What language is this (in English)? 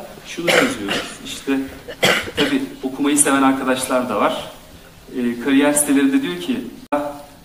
Turkish